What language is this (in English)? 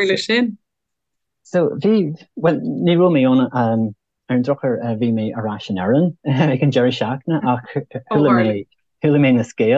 Irish